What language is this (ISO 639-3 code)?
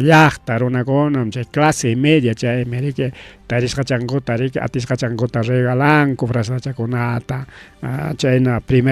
quy